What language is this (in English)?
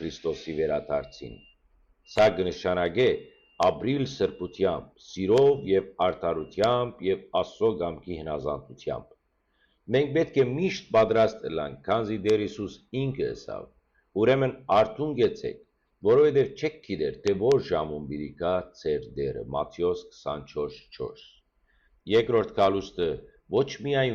Western Armenian